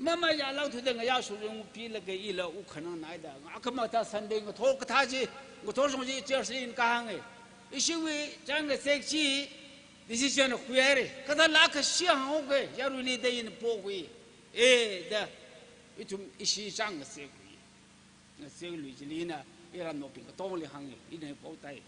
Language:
Tangkhul Naga (India)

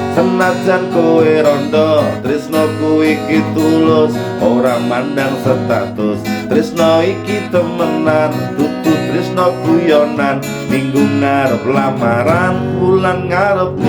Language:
Javanese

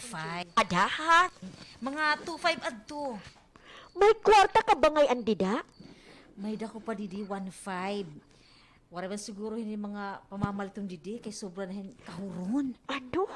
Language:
Waray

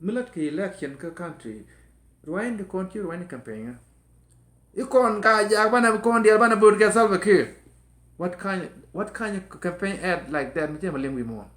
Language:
Nuer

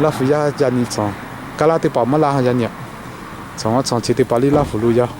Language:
Lahu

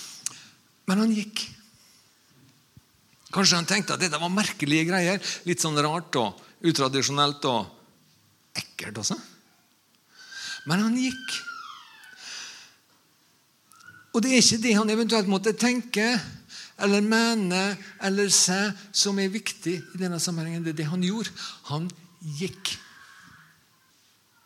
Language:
Norwegian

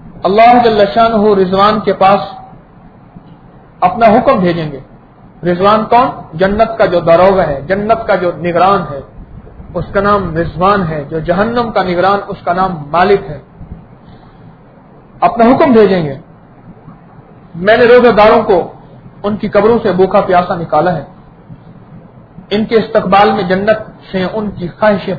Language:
Urdu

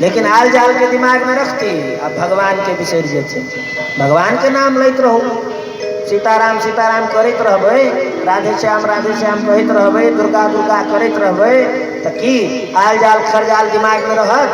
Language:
Maithili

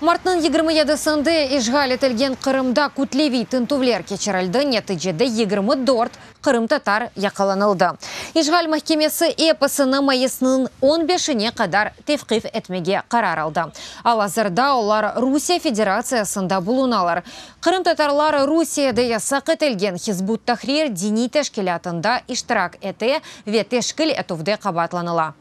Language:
Crimean Tatar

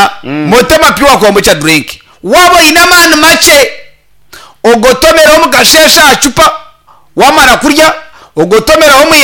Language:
Nyankole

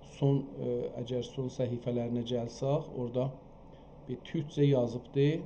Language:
South Azerbaijani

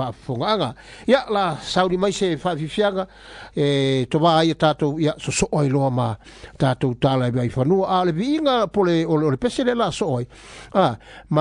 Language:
Samoan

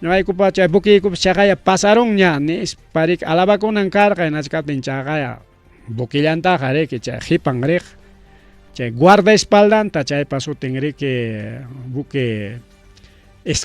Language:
Ayacucho Quechua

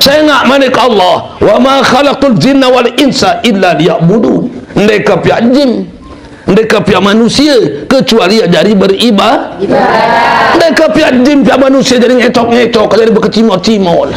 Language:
Sasak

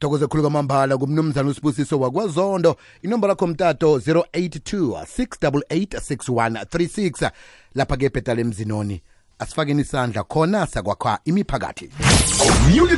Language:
South Ndebele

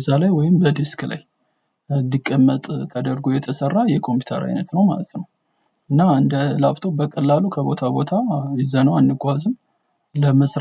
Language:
Amharic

